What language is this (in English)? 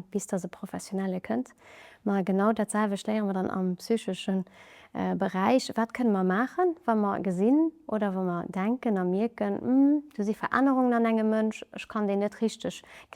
Luxembourgish